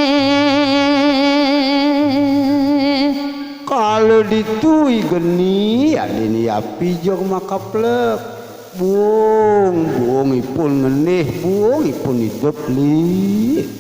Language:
Balinese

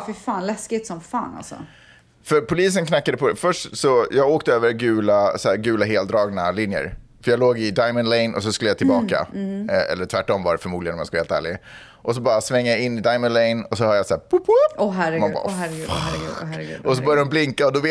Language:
Swedish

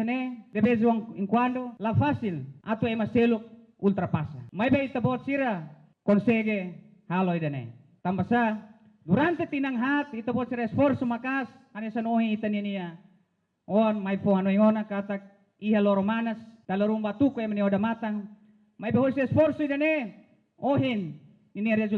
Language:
Tetum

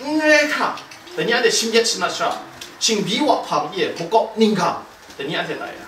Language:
Kachin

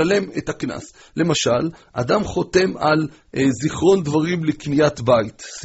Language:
Hebrew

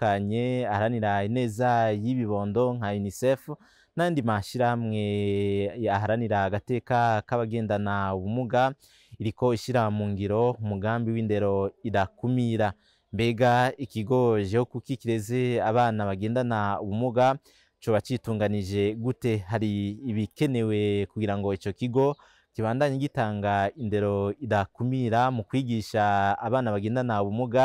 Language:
Rundi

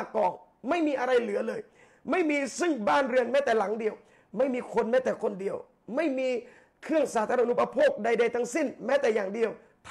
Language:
Thai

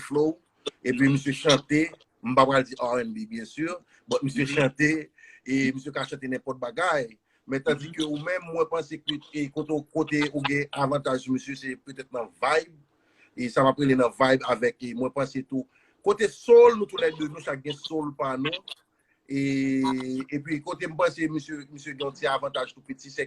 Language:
Haitian Creole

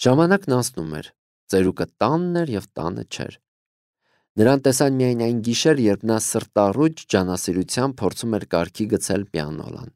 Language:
Armenian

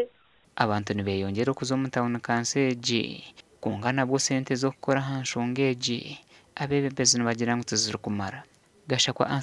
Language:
Nyankole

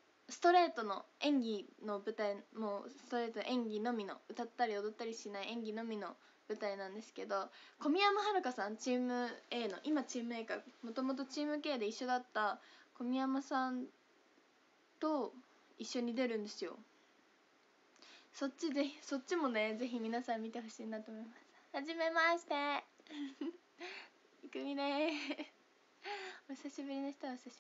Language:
Japanese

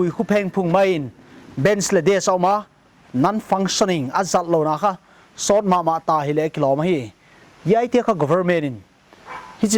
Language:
Paite Chin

